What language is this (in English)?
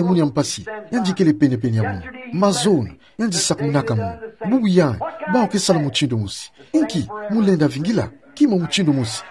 Kituba (Democratic Republic of Congo)